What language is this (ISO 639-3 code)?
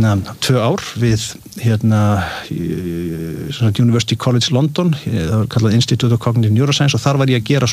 isl